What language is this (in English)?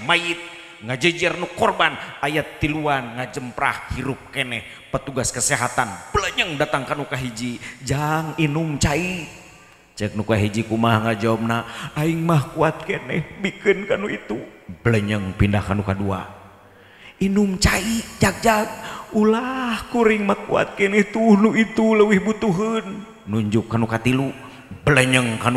Sundanese